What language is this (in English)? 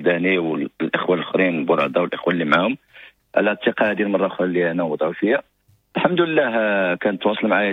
Moroccan Arabic